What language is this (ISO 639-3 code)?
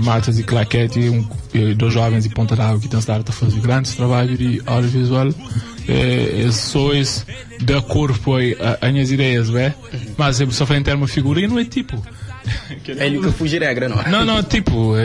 kea